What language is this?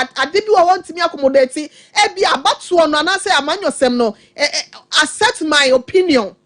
Akan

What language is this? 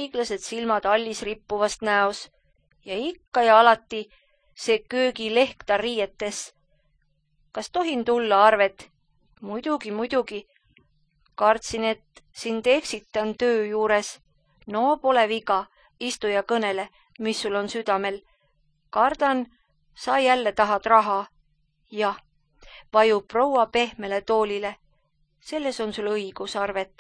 Estonian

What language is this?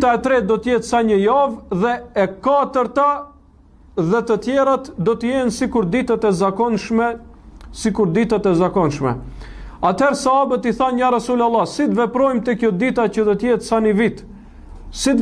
Albanian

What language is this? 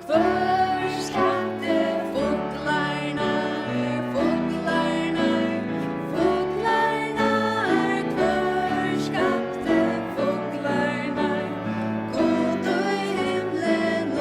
Faroese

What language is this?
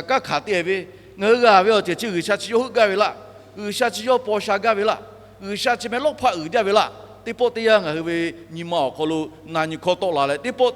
Lahu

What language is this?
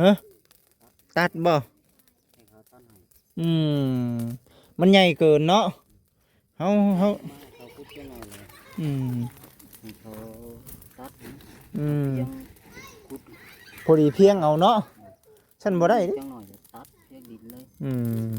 Lao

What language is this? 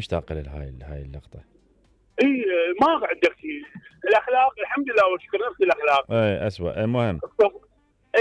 Mesopotamian Arabic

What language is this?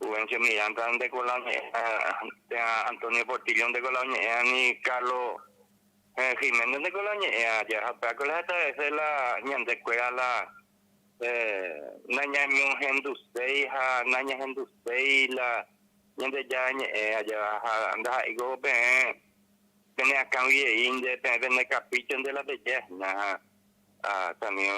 Guarani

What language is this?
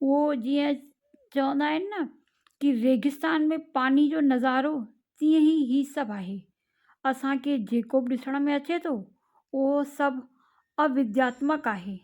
Sindhi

